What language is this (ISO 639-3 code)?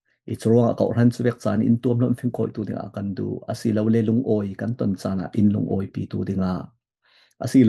cfm